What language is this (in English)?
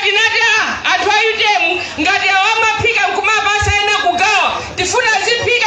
Nyanja